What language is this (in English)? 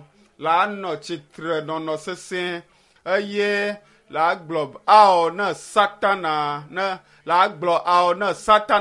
Ewe